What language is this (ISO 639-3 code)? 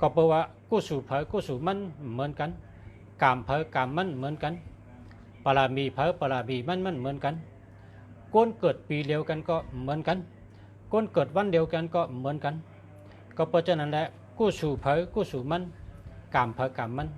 shn